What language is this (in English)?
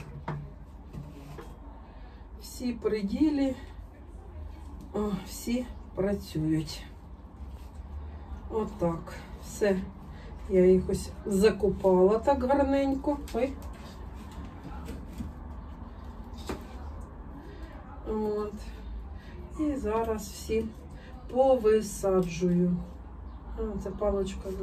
Ukrainian